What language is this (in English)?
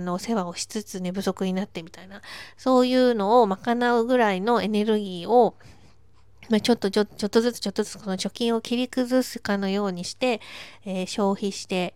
Japanese